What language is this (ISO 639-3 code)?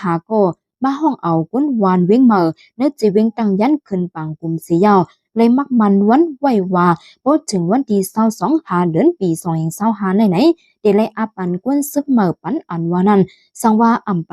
shn